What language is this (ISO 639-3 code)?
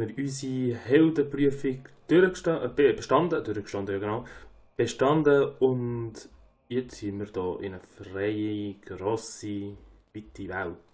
gsw